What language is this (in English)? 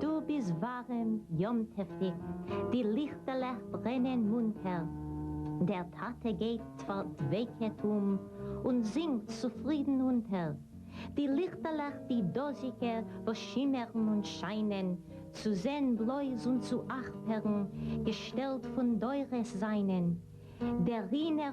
Yiddish